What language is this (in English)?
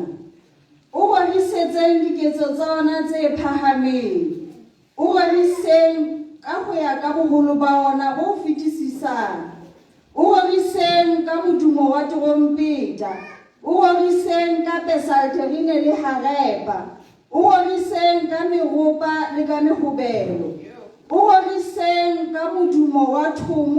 Southern Sotho